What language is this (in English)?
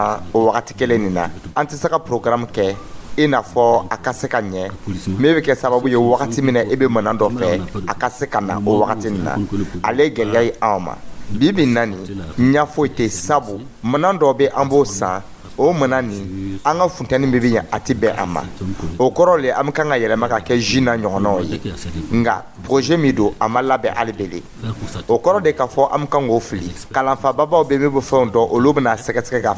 Dyula